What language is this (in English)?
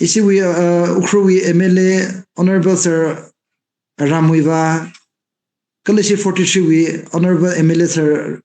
Tangkhul Naga (India)